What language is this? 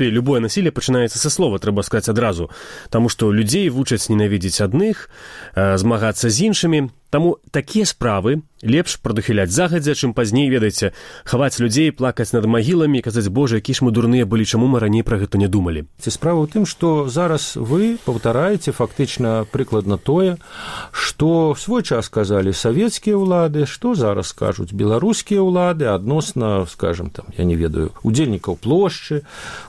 Belarusian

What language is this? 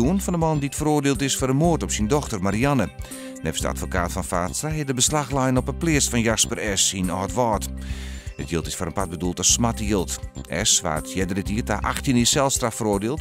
Western Frisian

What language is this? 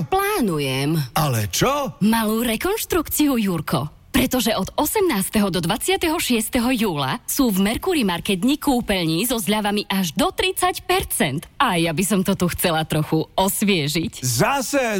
Slovak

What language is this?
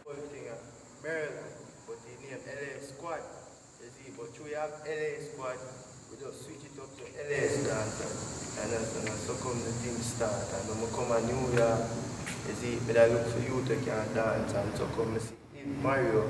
Jamaican Creole English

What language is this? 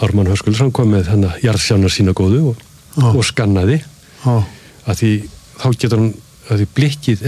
Icelandic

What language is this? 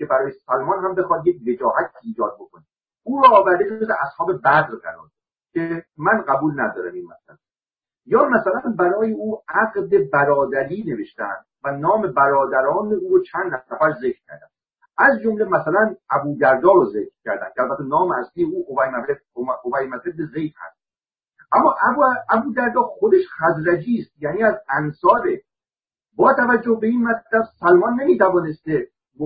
Persian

